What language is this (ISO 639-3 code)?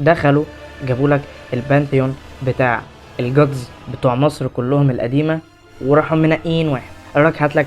arz